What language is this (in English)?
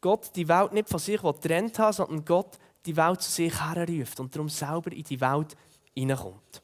Swiss German